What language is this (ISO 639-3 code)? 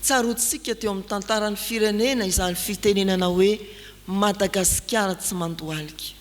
mlg